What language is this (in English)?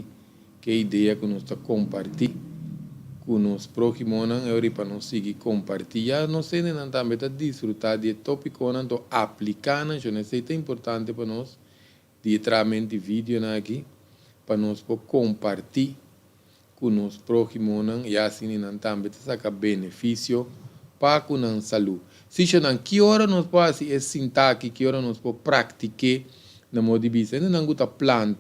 Papiamento